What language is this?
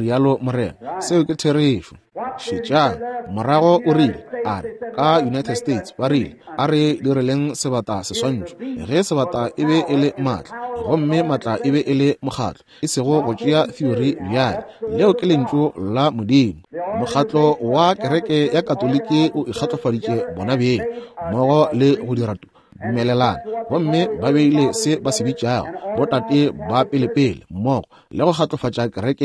Northern Sotho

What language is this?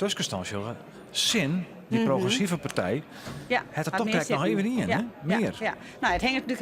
Western Frisian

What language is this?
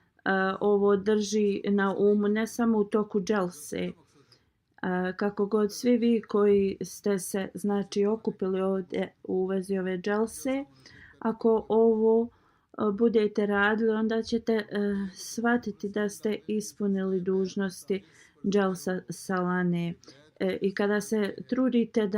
Bosnian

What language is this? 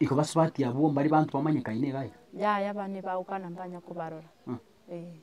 Gusii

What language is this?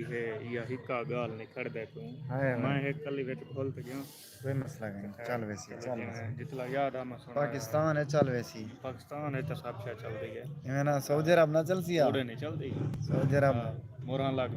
Saraiki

